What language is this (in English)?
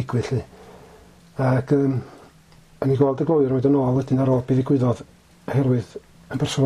Welsh